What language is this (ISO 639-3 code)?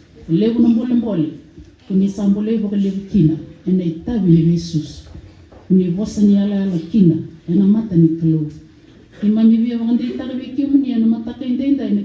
fij